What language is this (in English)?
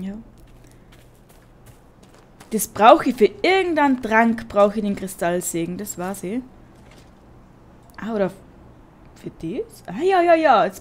German